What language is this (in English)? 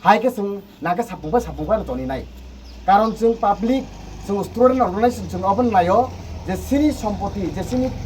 Kok Borok